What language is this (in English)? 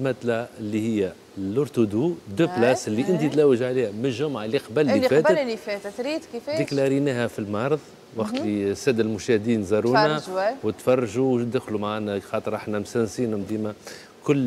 Tunisian Arabic